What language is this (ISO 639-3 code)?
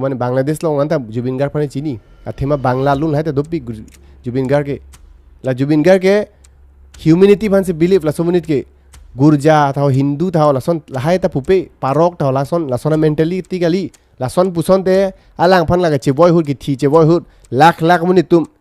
mjw